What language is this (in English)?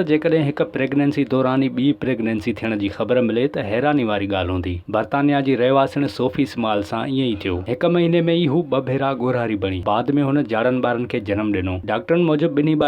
Sindhi